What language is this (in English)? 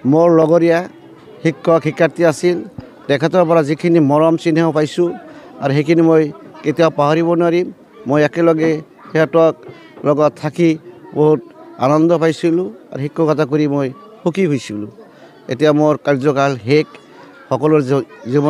Assamese